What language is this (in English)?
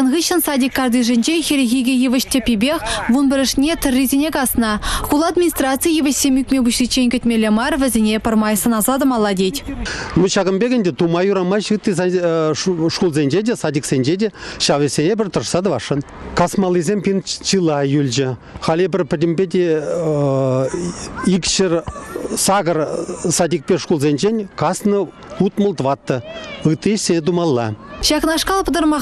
Chuvash